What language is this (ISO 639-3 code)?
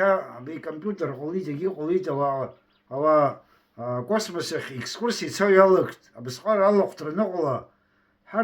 abk